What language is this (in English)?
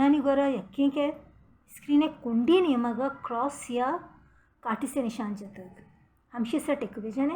Baluchi